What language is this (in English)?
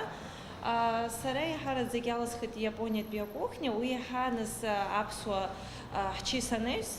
Abkhazian